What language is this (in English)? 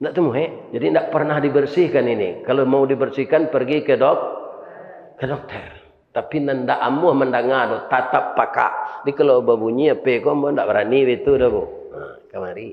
Minangkabau